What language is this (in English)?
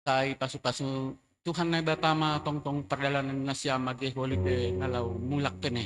Batak Simalungun